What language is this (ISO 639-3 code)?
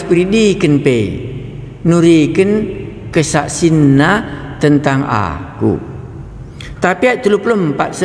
btx